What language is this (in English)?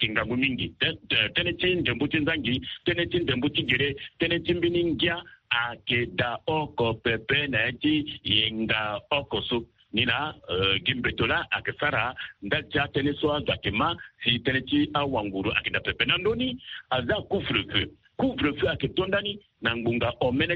Sango